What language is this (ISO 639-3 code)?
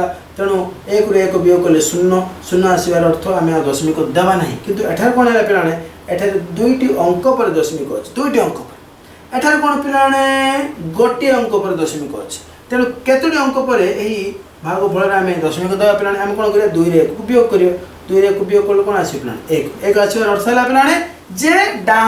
ori